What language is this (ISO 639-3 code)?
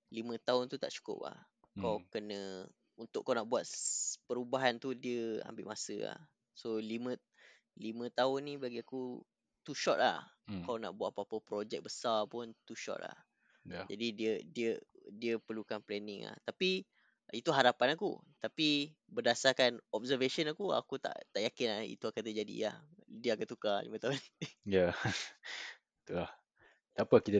msa